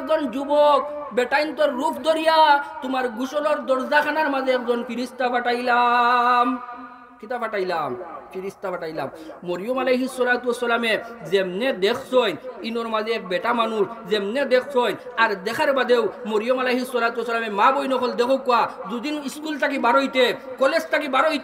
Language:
Sylheti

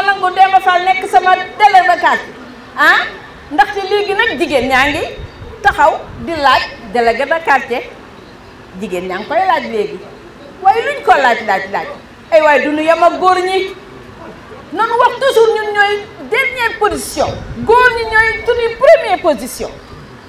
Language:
Wolof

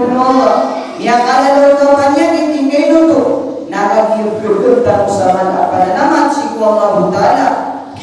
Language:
Maranao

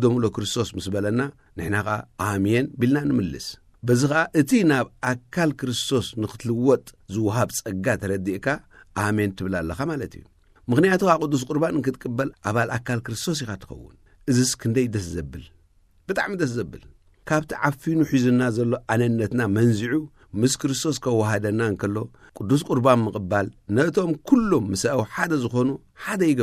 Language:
Tigrinya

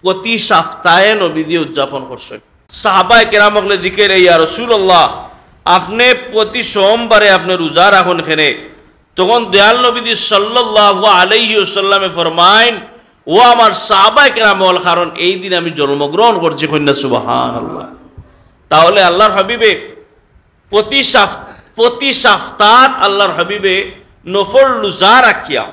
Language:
Sylheti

